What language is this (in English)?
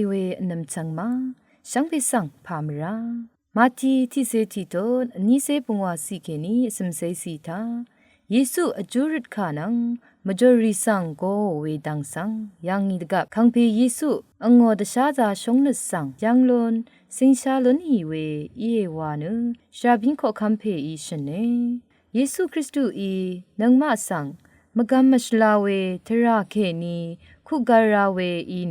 Rawang